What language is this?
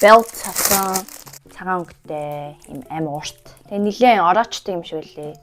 Mongolian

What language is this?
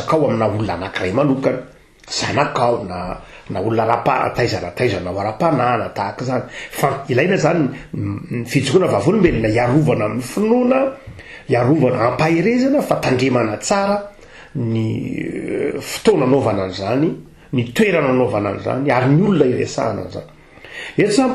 Malagasy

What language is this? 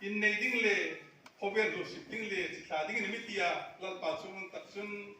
Hmar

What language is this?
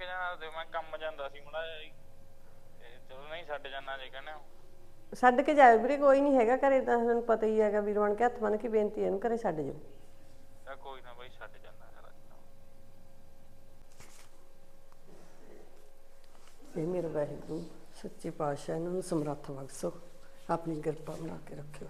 Punjabi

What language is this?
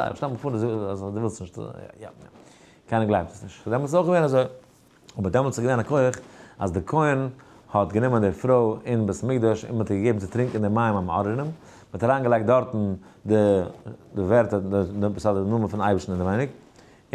Yiddish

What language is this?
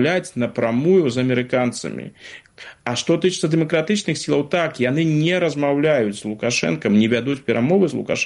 Belarusian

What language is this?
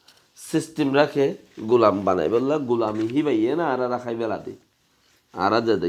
Rohingya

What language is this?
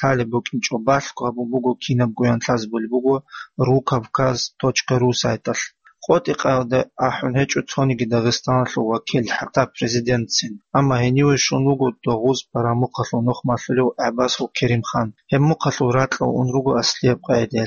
Avaric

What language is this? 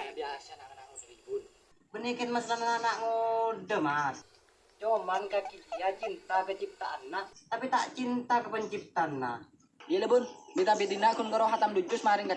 Madurese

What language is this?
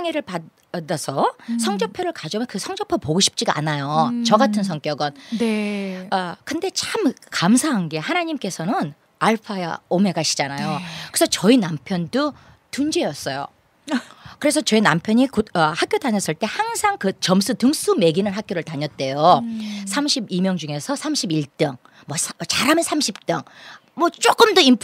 Korean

